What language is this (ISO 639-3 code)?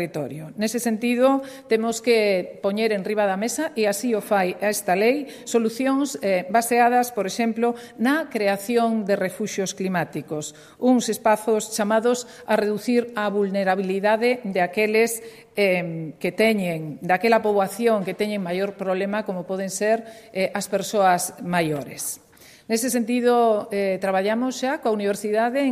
glg